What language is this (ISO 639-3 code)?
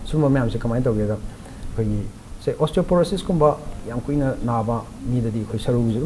mni